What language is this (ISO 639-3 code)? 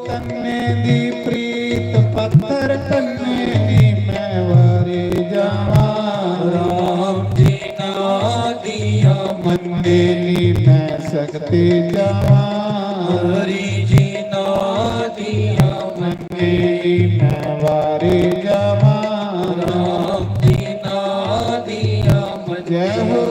doi